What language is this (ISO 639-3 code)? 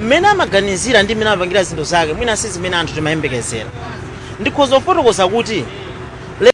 nya